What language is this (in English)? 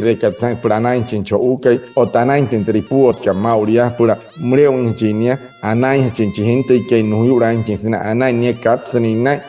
Wayuu